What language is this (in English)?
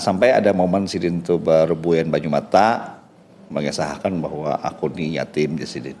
Banjar